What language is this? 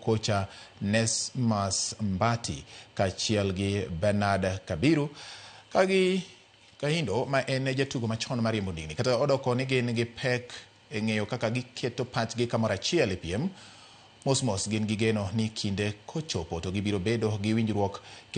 Luo (Kenya and Tanzania)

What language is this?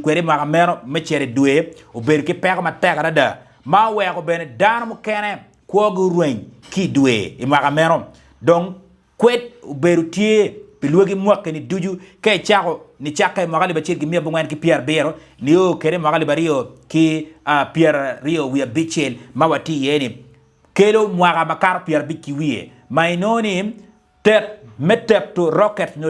Acoli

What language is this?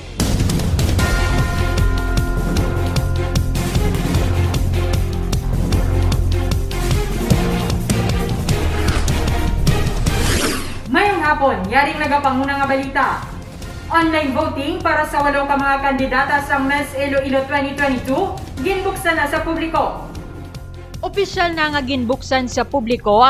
Hiligaynon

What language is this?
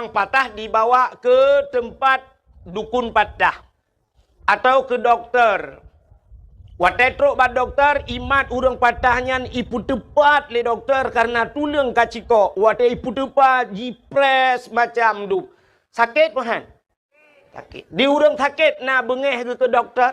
Achinese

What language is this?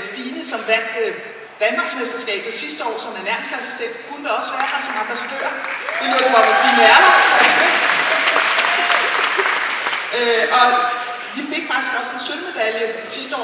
Danish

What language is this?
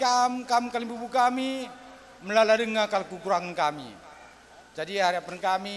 Batak Karo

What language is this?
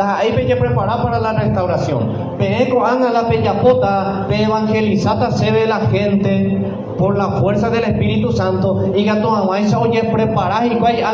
Guarani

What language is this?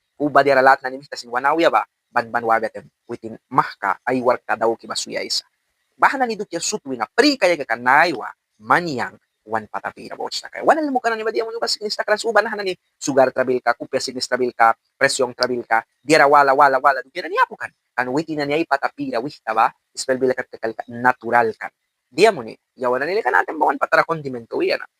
Mískito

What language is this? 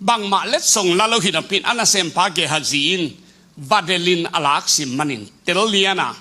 Tedim Chin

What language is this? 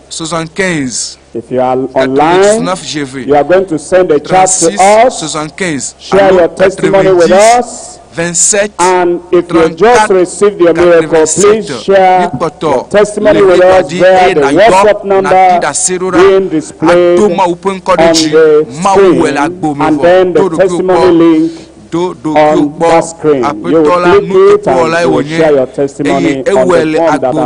Ewe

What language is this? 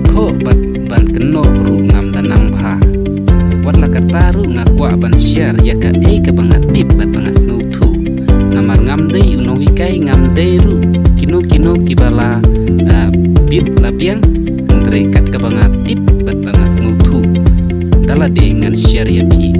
Khasi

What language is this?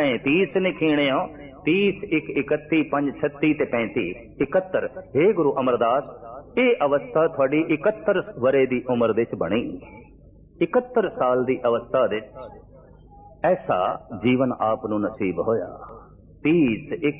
Punjabi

